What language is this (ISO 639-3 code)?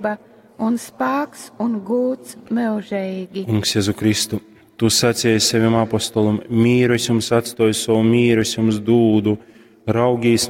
ltg